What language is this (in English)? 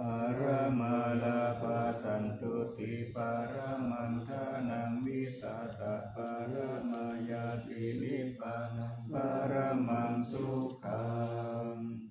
Pali